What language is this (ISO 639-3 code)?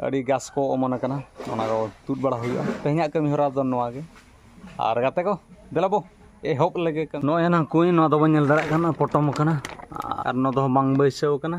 sat